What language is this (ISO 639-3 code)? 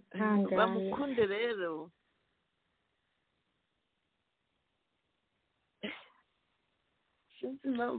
kin